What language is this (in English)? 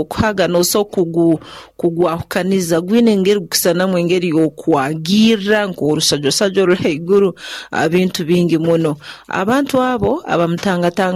Nyankole